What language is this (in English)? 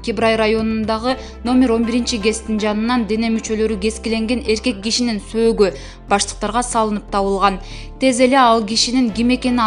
Kyrgyz